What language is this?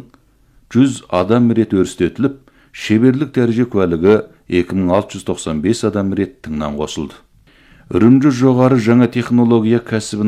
Kazakh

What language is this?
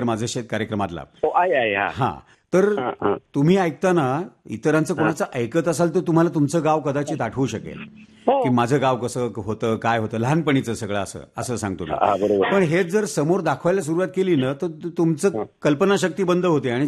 Marathi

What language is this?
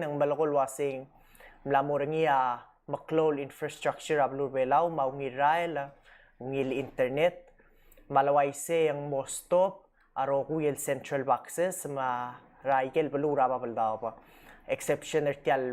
Palauan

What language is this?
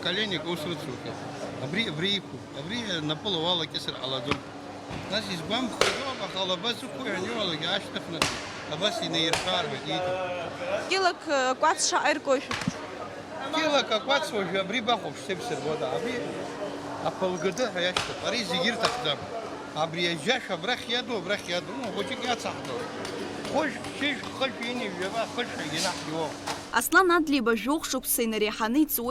Abkhazian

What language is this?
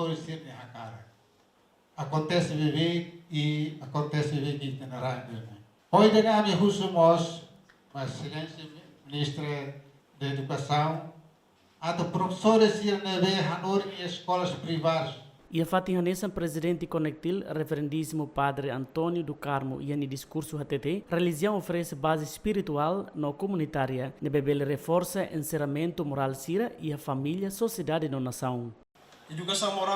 Tetum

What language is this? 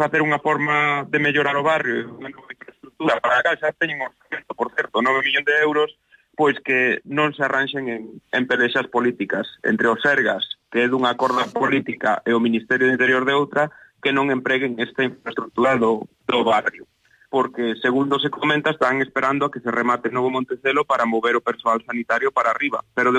Galician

